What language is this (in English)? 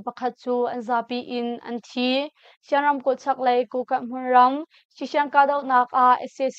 Hakha Chin